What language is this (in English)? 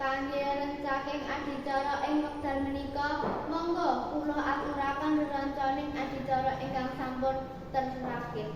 Javanese